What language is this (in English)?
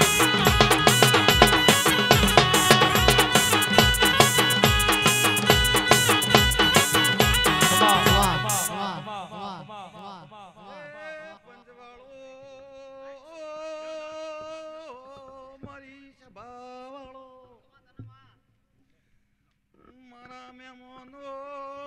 Gujarati